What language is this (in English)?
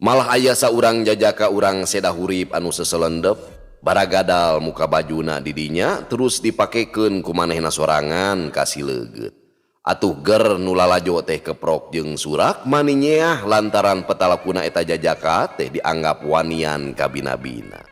Sundanese